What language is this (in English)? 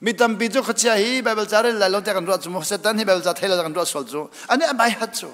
Hakha Chin